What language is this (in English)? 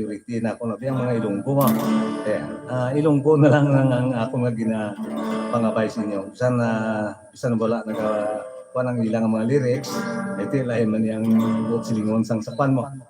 Hiligaynon